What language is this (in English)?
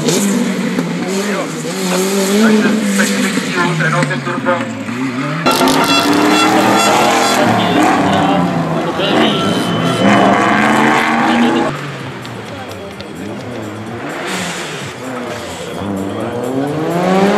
Czech